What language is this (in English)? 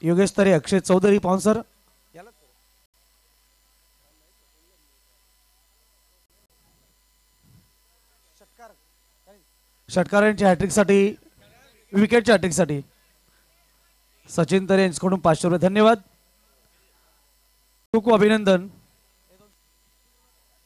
Marathi